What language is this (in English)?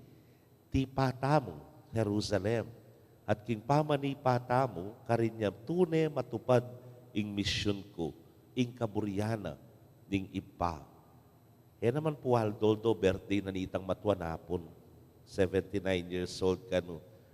Pampanga